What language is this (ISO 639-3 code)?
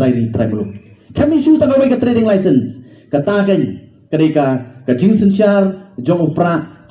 kha